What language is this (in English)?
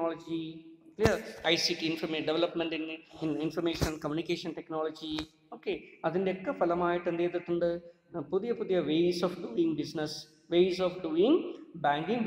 Malayalam